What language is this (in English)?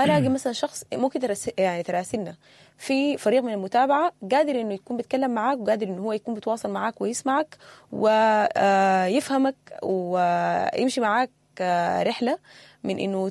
Sudanese Arabic